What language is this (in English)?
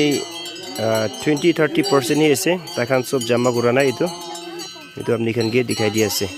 Naga Pidgin